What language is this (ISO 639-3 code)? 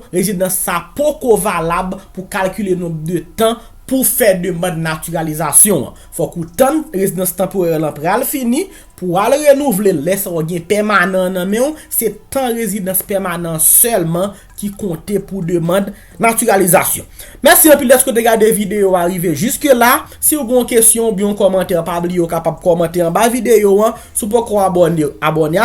hat